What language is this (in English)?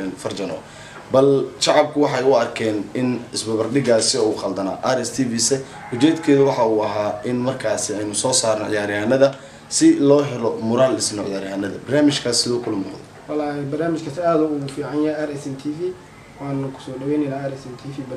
Somali